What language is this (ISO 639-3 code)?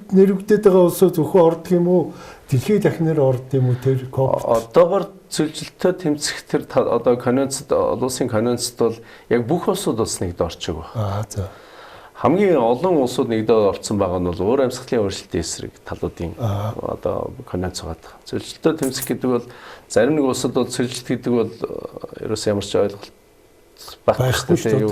mon